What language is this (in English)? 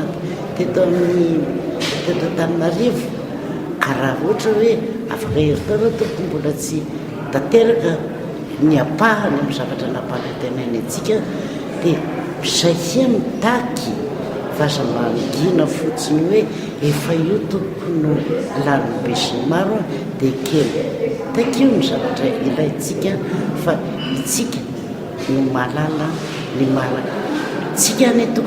Malagasy